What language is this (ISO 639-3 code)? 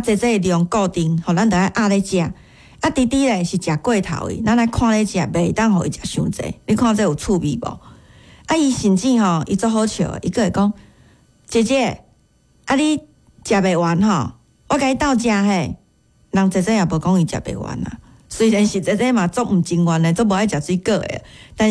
nan